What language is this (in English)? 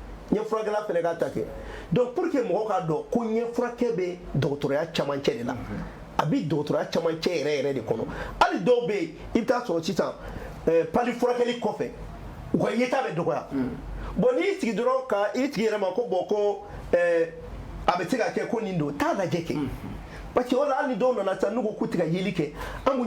Bambara